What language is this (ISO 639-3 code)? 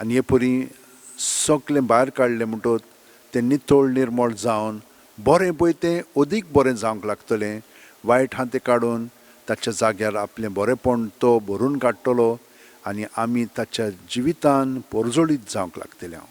kok